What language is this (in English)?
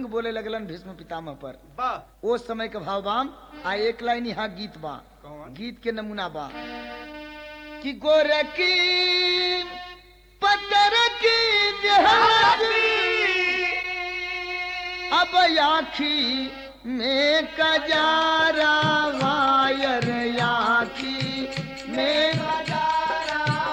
Bhojpuri